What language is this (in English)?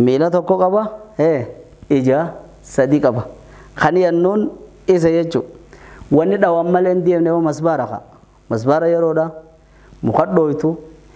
Oromo